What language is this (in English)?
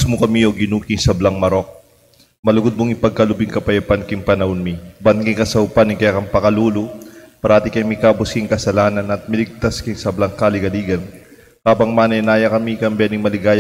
Pampanga